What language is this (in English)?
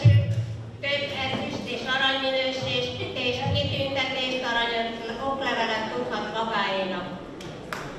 Hungarian